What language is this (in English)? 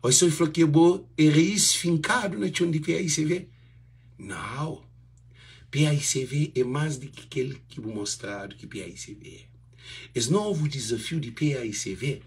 Kabuverdianu